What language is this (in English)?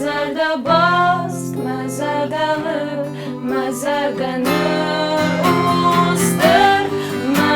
Ossetic